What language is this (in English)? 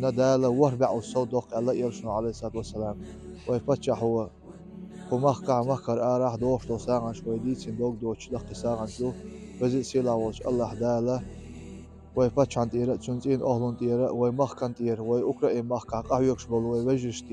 Chechen